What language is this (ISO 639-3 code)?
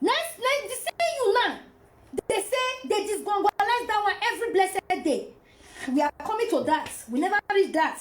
pcm